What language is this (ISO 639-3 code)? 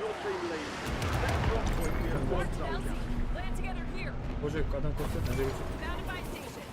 kaa